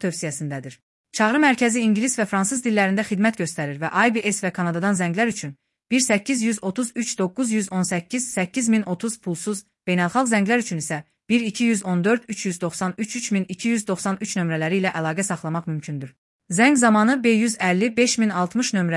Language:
Azerbaijani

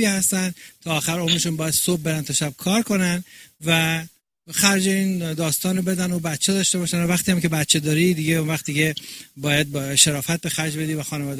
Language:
Persian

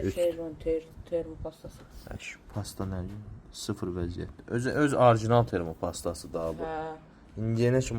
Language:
Azerbaijani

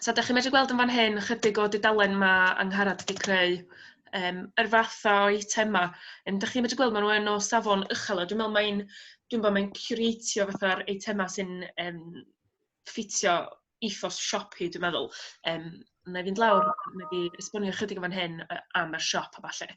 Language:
Welsh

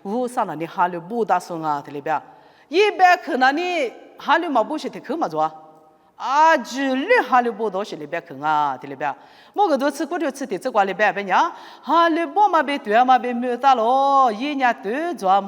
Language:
Lisu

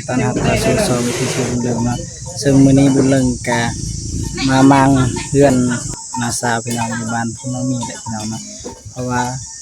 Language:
Lao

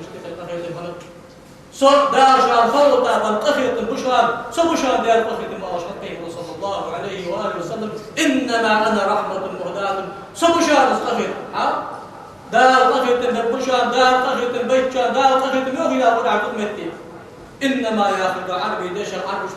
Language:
Ingush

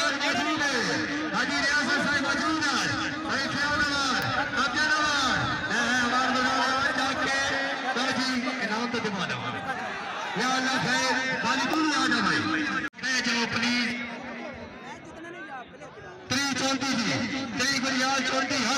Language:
Hindi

